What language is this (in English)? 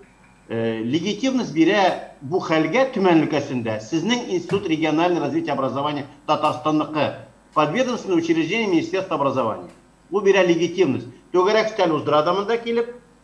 Tatar